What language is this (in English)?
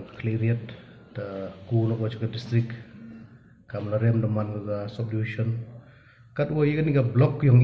Pnar